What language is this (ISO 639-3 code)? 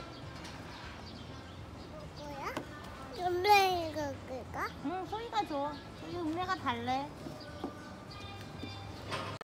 kor